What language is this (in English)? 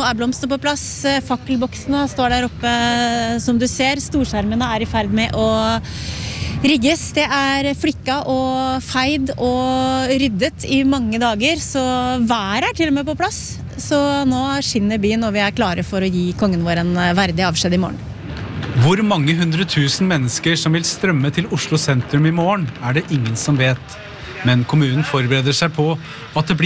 Norwegian